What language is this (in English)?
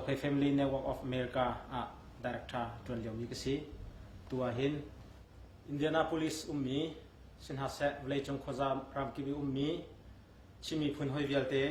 Hakha Chin